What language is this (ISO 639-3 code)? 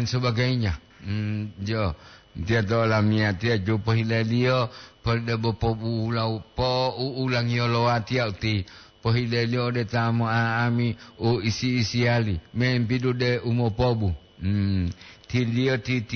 gor